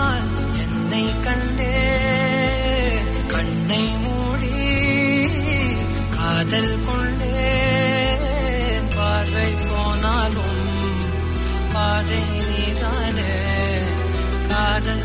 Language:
Tamil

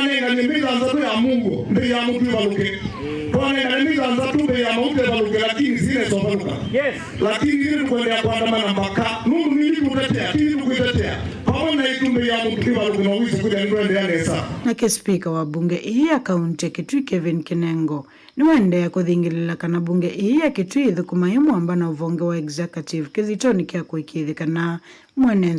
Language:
Kamba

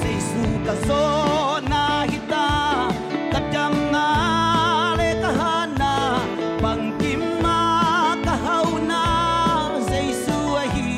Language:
Tedim Chin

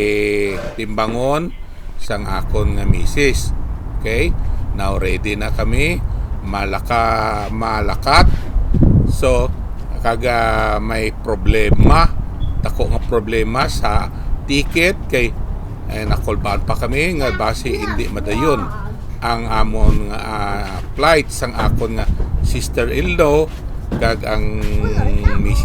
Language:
Hiligaynon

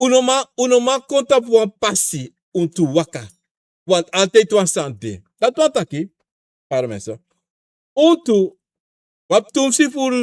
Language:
Sranan Tongo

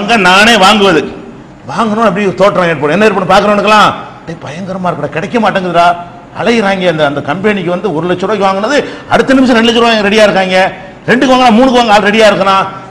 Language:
Tamil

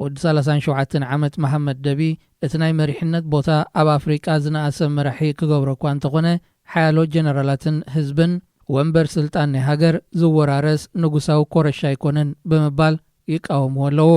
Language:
Tigrinya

